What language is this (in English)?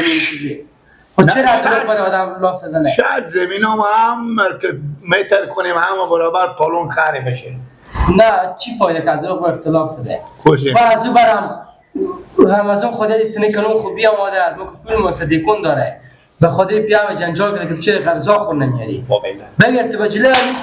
Persian